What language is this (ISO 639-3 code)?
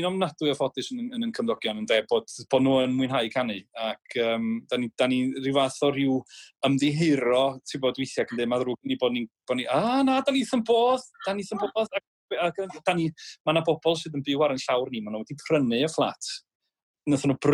cym